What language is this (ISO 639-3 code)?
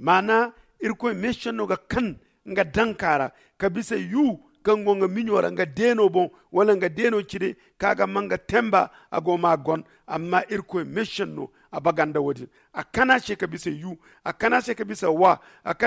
dje